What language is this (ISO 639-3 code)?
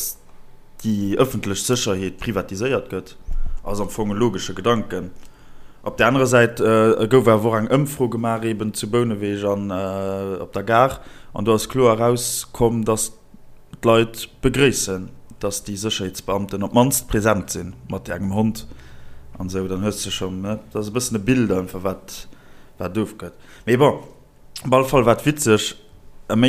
ltz